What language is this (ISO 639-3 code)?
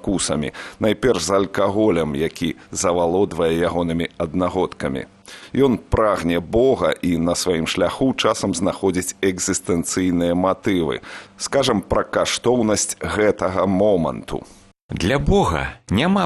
bel